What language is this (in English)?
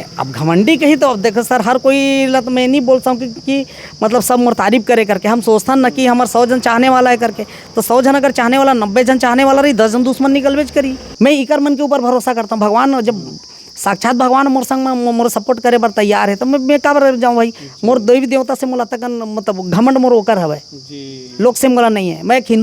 Chhattisgarhi